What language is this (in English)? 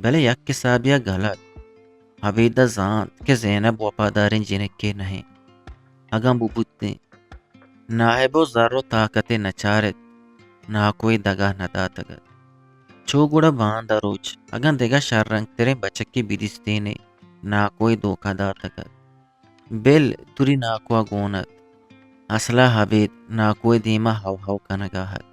Eastern Balochi